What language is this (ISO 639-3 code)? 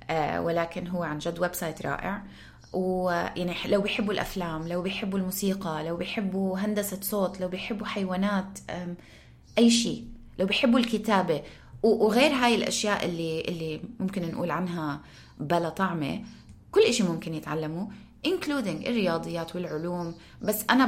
apc